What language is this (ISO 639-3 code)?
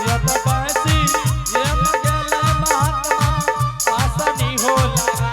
anp